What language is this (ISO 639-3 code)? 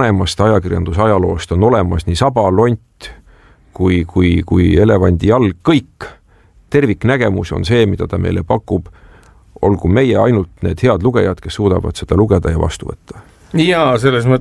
est